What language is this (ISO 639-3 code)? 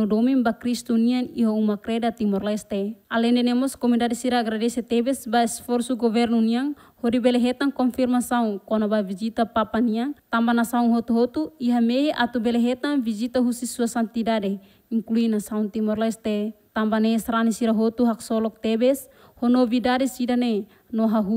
tet